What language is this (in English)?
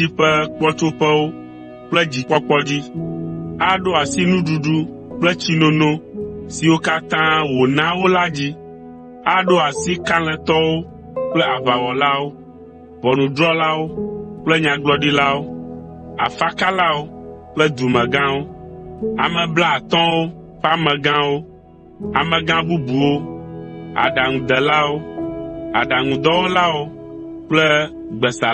Ewe